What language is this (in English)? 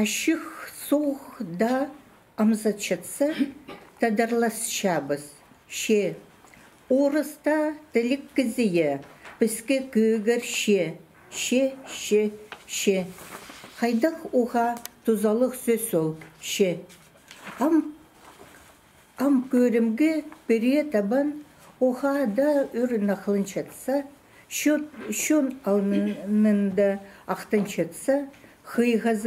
Khakas